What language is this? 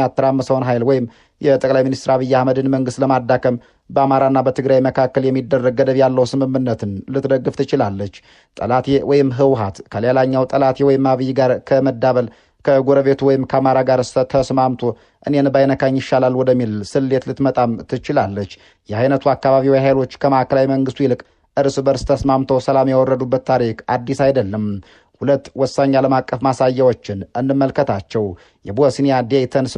Amharic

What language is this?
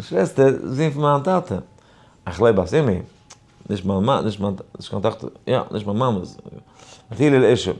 Yiddish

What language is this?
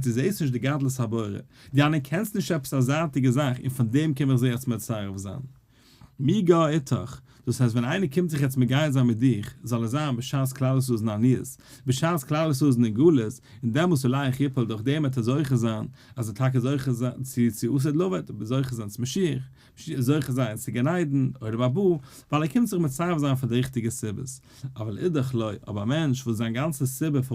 Yiddish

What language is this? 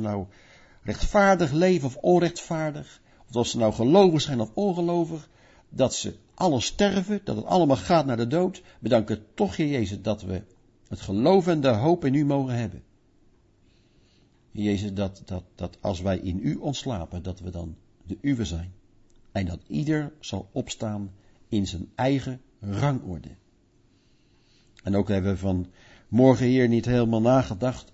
Dutch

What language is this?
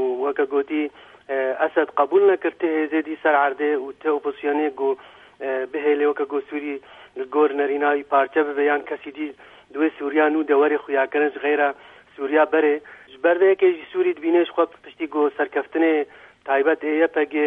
Kurdish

